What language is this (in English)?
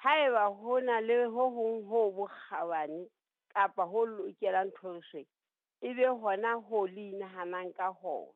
Southern Sotho